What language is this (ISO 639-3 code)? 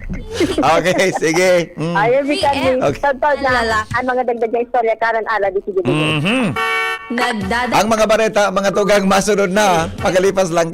bik